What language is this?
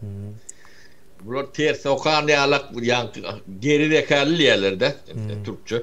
Turkmen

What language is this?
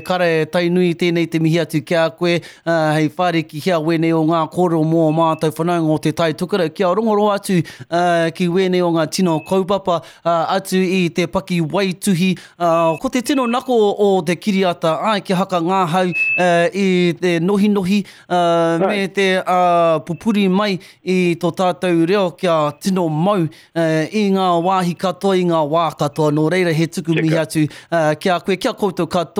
Māori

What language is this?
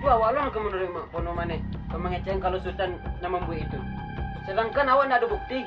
Minangkabau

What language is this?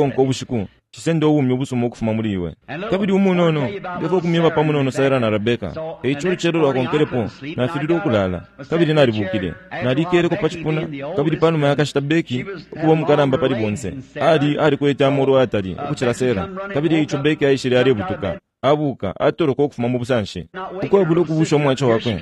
Bemba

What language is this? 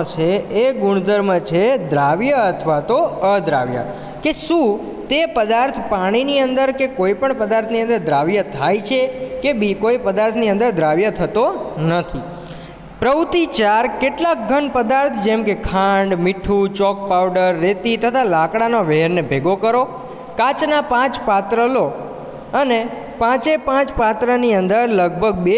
Gujarati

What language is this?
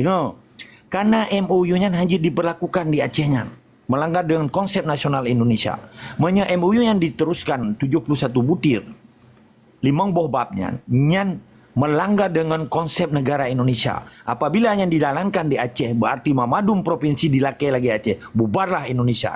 Achinese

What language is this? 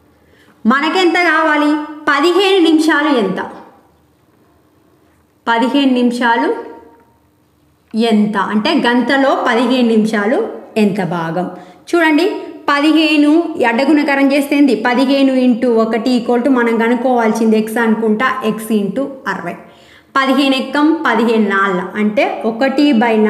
Telugu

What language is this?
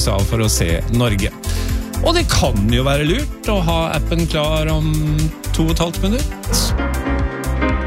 Norwegian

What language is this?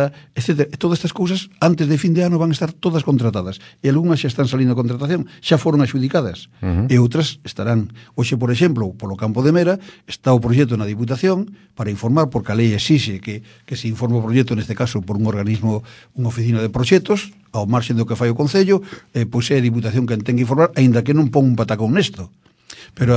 Galician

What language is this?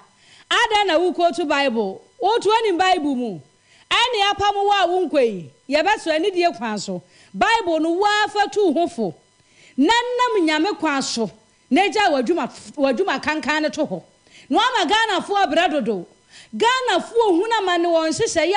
Akan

